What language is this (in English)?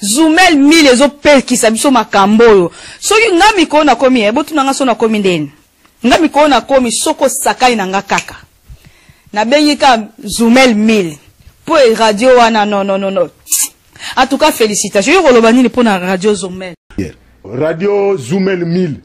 Lingala